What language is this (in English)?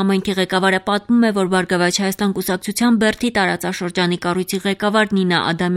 Armenian